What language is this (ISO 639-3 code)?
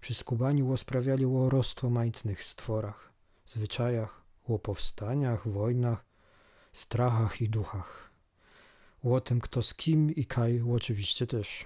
szl